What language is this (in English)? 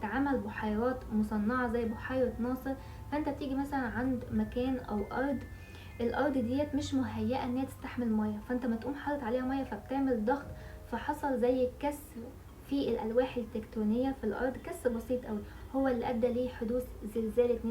Egyptian Arabic